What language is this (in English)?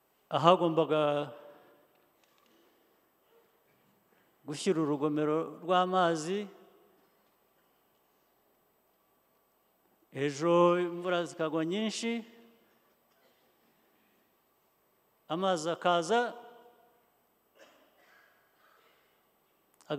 Kinyarwanda